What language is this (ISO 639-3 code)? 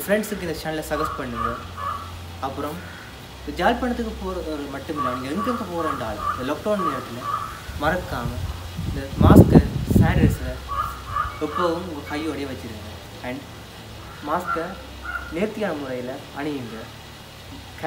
tam